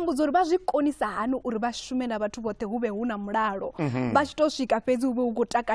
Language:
Venda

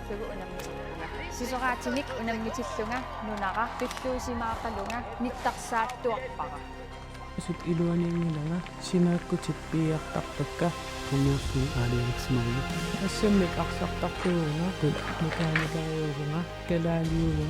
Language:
Kalaallisut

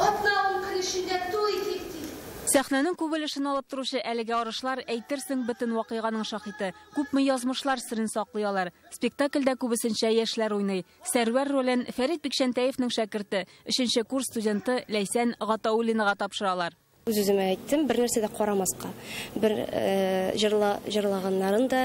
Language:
Tatar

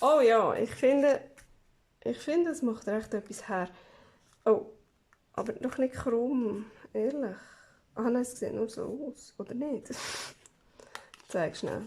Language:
Swiss German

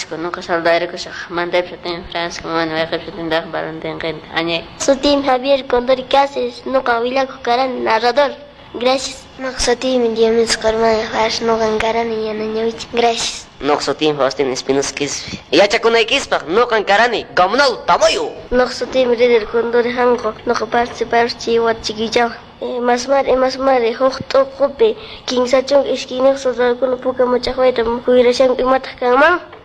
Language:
Quechua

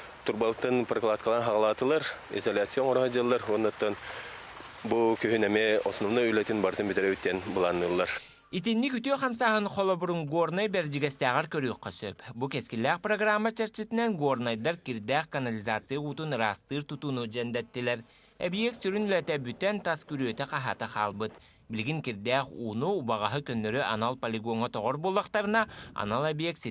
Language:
Yakut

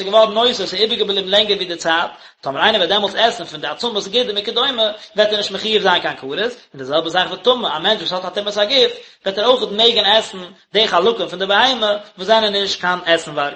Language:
Yiddish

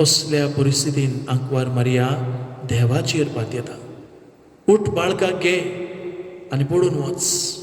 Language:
Konkani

